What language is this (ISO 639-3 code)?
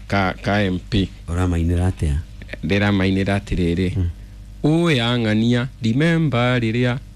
kik